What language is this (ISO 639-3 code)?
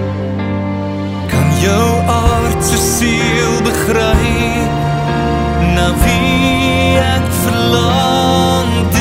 afr